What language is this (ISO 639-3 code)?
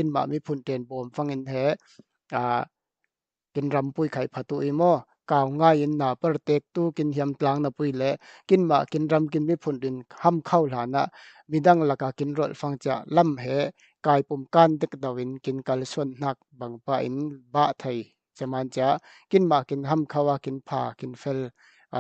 cfm